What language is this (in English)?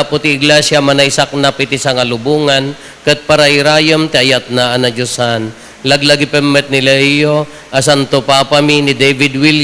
Iloko